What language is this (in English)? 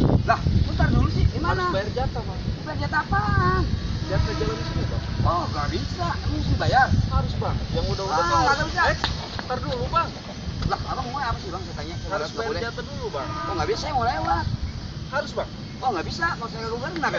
Betawi